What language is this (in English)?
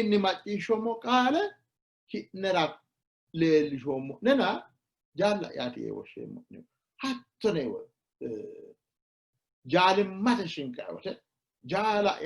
Sidamo